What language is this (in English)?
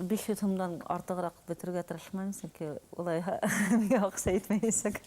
Bashkir